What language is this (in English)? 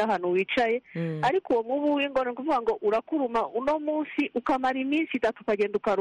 Kinyarwanda